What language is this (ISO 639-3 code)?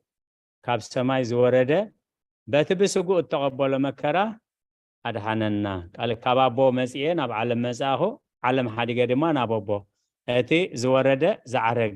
tir